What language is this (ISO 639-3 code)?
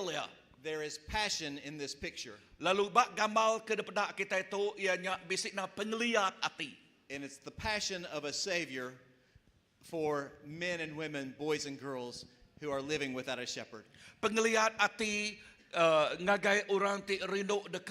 iba